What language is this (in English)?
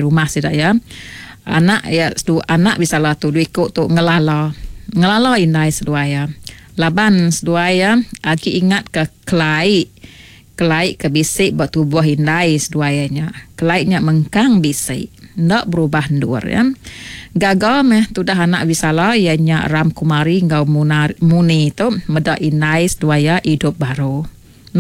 Iban